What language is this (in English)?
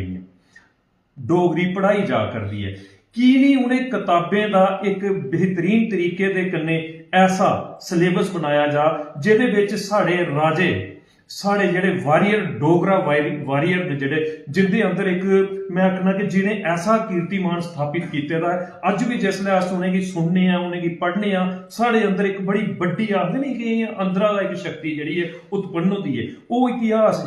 Dogri